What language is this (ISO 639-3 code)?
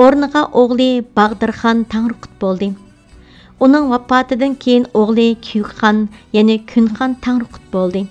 uig